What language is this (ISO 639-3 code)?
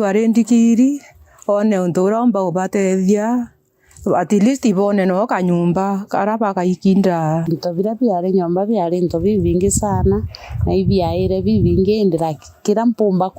mer